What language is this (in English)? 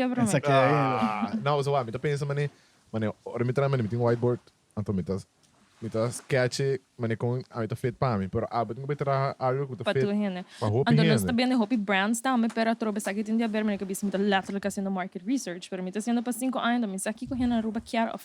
Papiamento